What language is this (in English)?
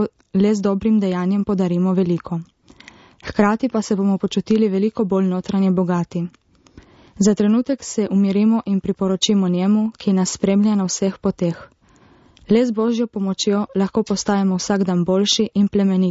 Slovenian